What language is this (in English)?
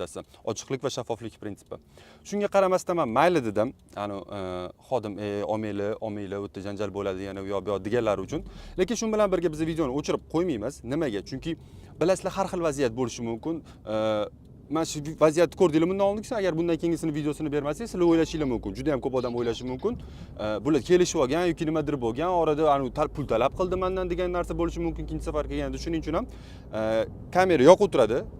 Uzbek